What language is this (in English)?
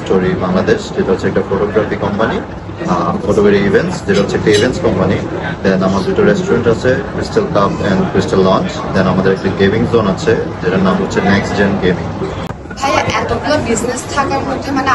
Bangla